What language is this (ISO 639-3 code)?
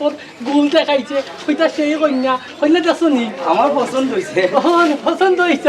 syl